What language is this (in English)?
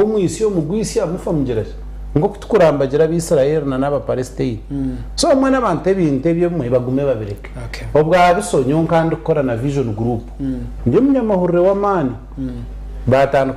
Nyankole